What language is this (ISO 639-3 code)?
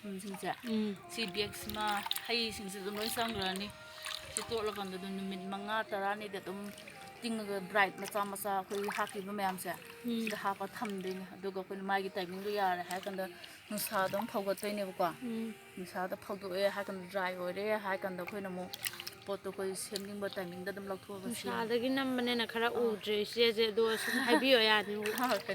mni